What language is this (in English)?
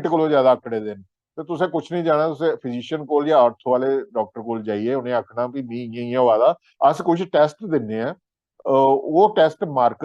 Dogri